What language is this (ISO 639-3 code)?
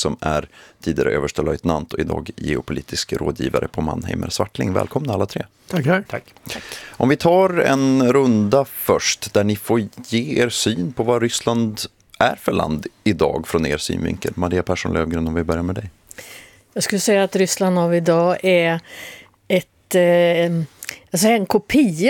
swe